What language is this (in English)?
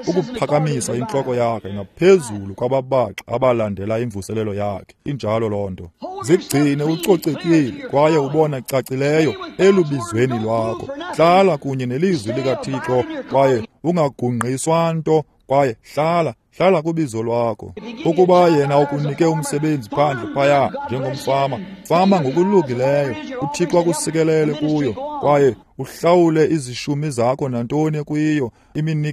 Xhosa